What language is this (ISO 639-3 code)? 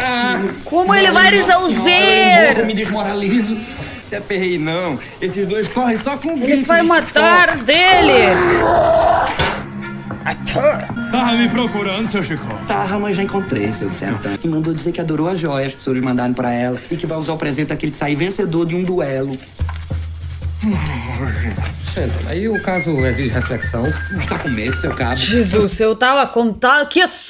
por